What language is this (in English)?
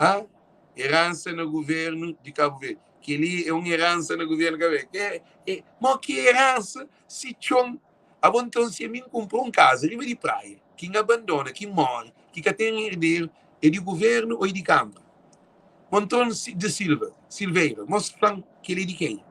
Kabuverdianu